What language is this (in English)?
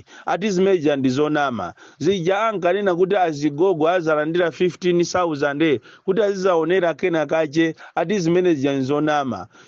Nyanja